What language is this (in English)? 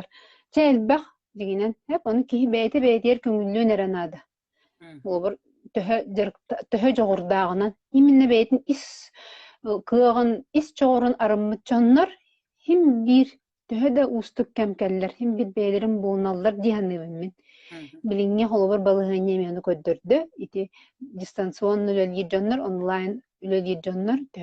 Yakut